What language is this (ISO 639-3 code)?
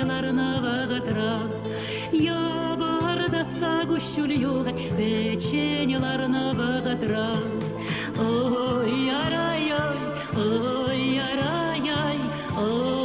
chv